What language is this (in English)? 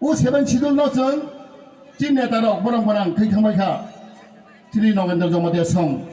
Kok Borok